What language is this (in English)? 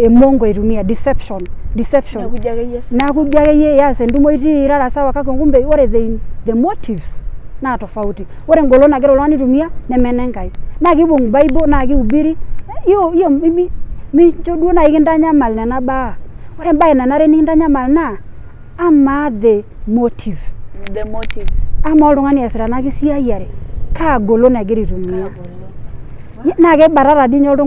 Masai